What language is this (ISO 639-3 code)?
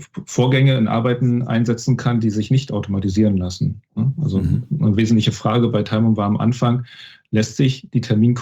deu